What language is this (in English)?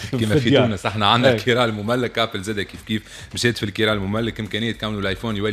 Tunisian Arabic